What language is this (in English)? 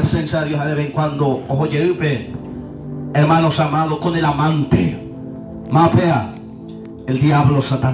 Guarani